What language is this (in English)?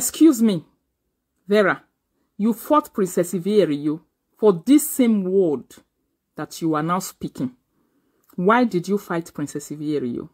Nigerian Pidgin